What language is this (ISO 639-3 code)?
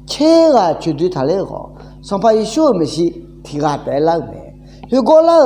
ahk